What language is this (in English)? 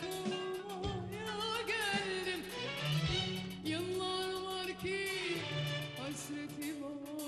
Turkish